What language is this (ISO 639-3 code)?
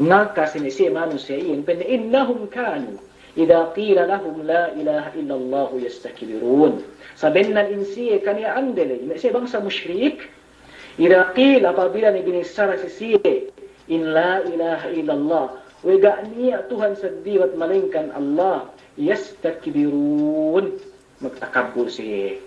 yka